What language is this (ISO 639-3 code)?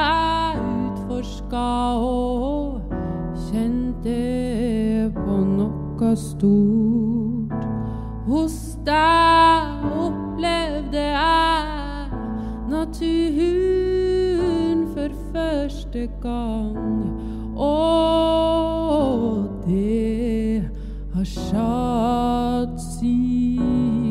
nor